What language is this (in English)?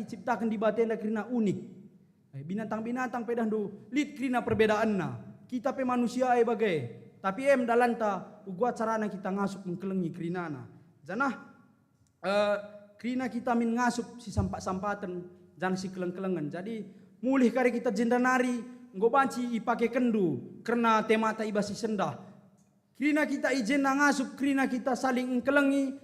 Batak Karo